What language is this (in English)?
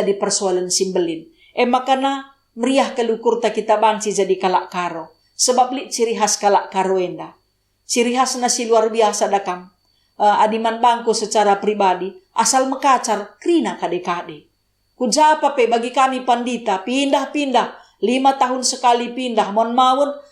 Batak Karo